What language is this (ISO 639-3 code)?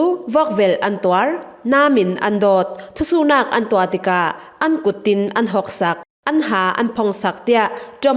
cfm